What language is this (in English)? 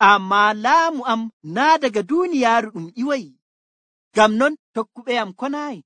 Nigerian Fulfulde